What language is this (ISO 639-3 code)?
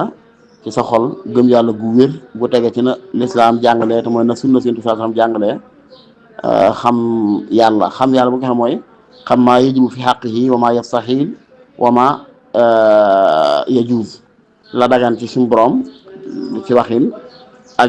wol